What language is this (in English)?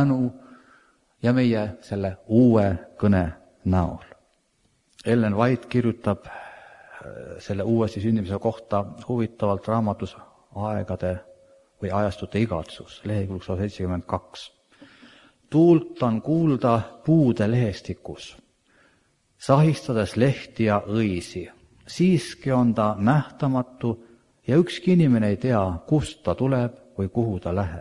Estonian